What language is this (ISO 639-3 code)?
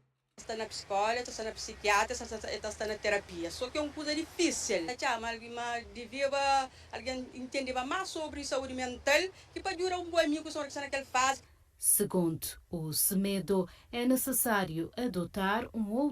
kea